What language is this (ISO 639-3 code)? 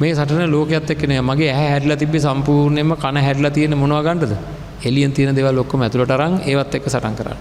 sin